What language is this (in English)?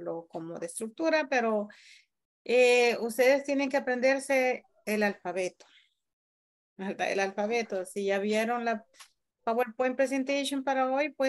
Spanish